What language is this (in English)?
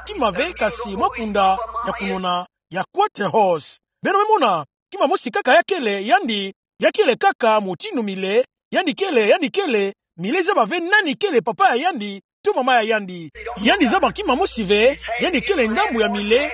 Kituba (Democratic Republic of Congo)